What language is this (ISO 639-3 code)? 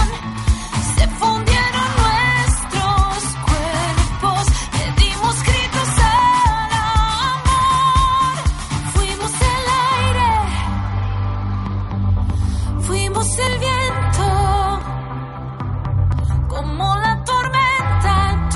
spa